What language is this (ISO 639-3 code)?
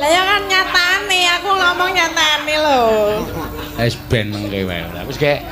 jav